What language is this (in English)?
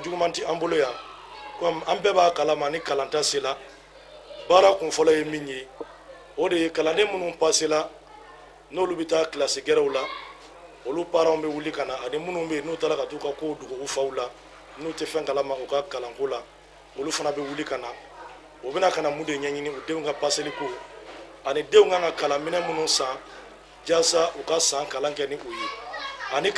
Bambara